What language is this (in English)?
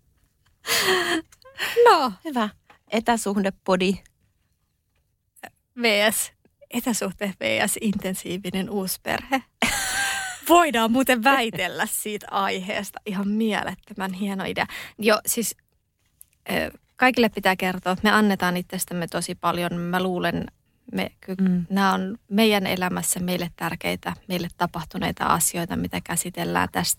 Finnish